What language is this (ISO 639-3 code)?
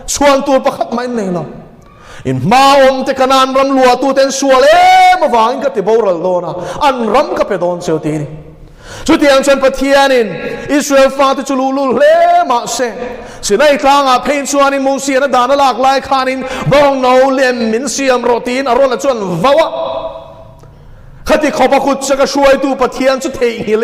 lus